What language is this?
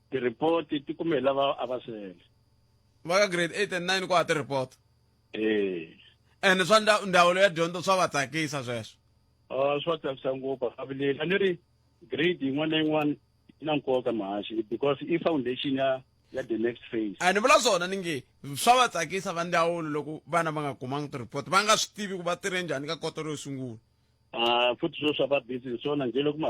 Tsonga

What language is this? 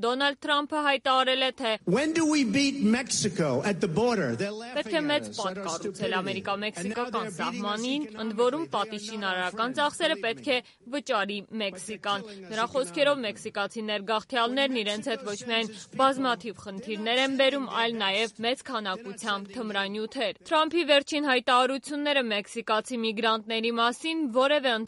Armenian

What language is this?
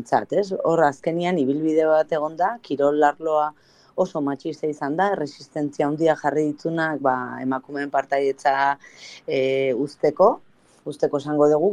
Basque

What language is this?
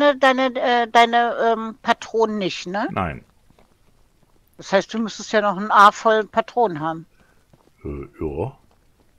German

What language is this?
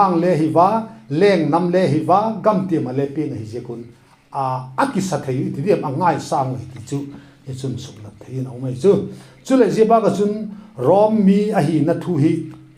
Vaiphei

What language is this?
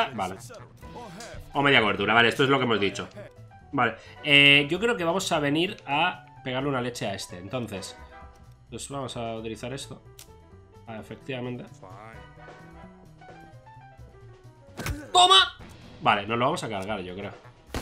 Spanish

